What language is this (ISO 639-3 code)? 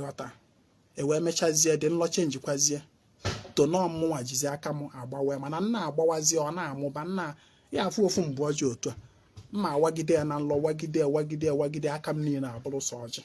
ibo